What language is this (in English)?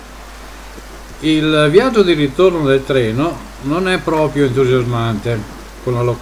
Italian